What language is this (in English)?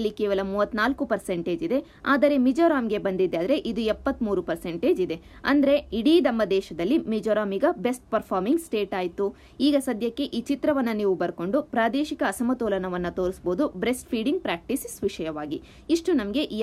Kannada